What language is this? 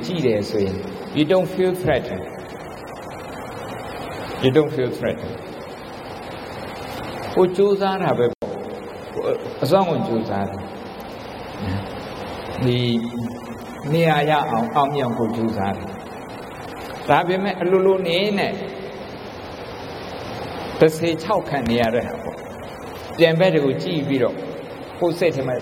Burmese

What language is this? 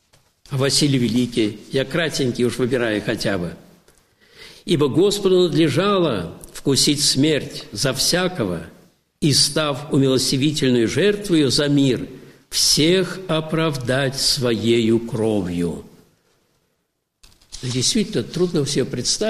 Russian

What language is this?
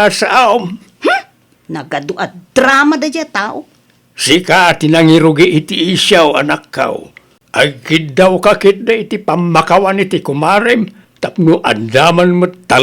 Iloko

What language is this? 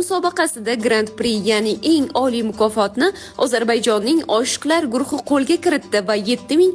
Uzbek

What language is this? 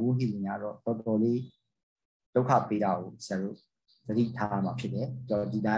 Burmese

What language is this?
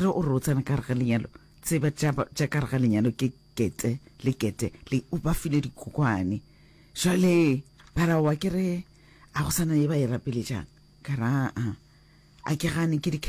Northern Sotho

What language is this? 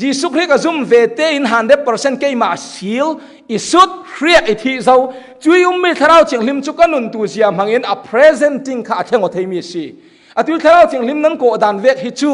Falam Chin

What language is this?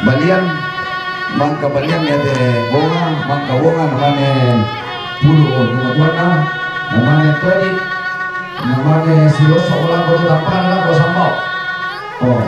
Toraja-Sa'dan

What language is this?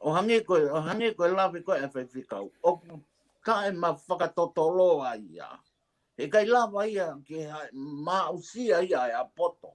Tongan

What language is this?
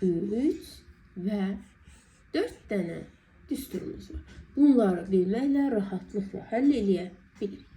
Azerbaijani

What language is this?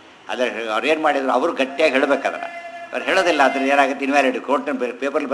Kannada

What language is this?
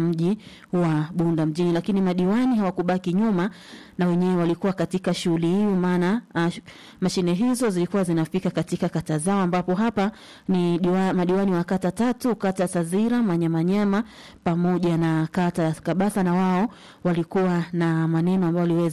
Swahili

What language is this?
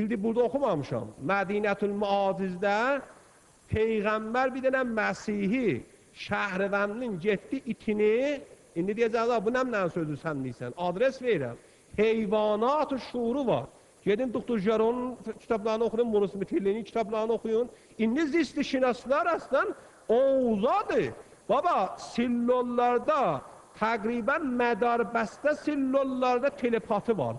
Azerbaijani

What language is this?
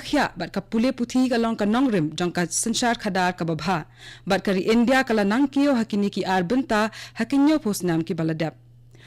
Khasi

